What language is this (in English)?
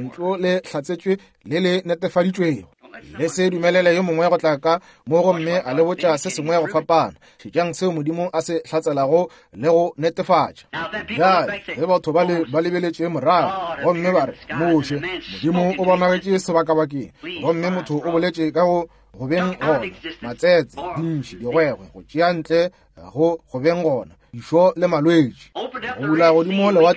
Northern Sotho